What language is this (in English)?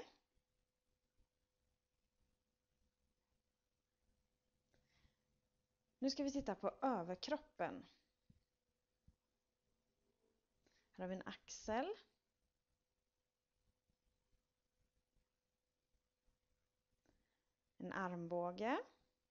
Swedish